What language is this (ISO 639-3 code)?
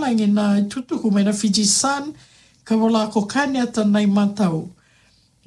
fij